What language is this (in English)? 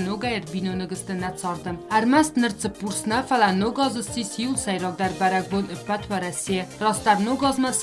Ossetic